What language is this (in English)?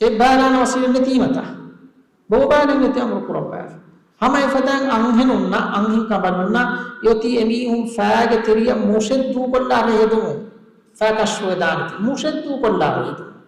Divehi